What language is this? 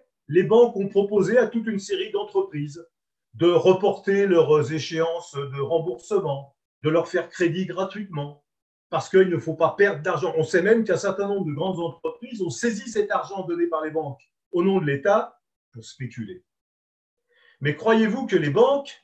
French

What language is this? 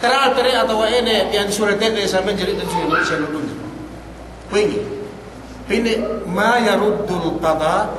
Yakan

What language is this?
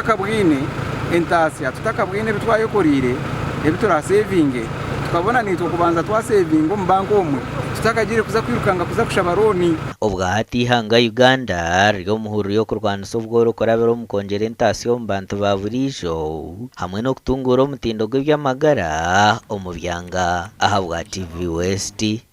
Nyankole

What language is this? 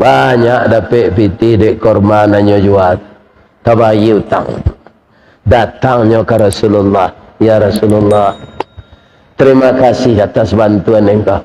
Minangkabau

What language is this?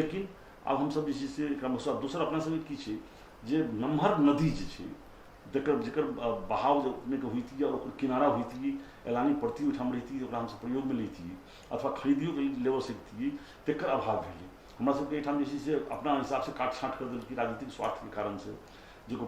Maithili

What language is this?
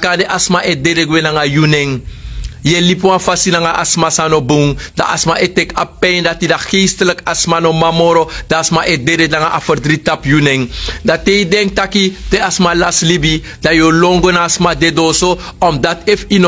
Sranan Tongo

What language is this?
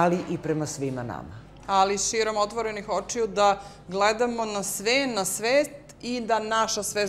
Serbian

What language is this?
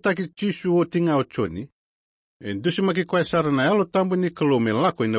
Fijian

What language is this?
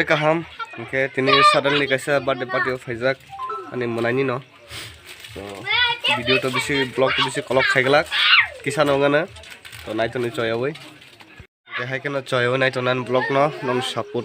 Kok Borok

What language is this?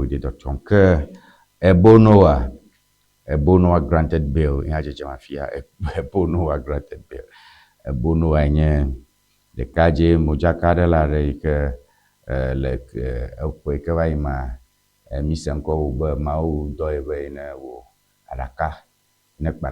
Ewe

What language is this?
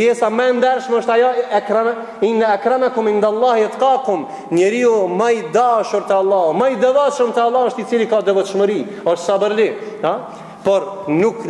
Albanian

